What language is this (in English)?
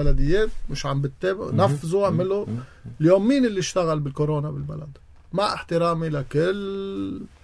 North Levantine Arabic